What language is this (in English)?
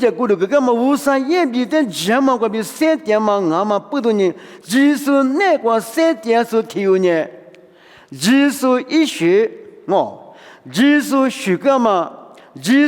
Lisu